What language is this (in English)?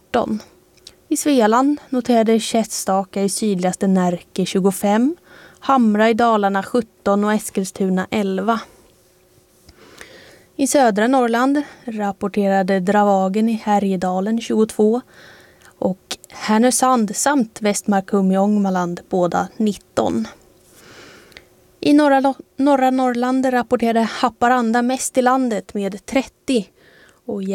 Swedish